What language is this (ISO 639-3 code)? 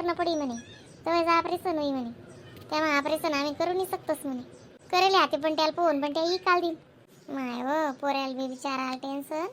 khn